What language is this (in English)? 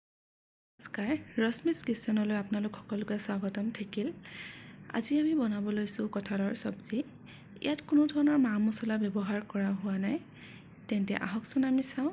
Assamese